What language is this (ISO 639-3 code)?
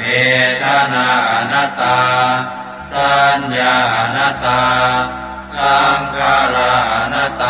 pli